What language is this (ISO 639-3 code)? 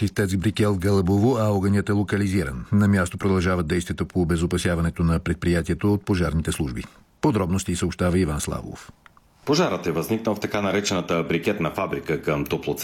bul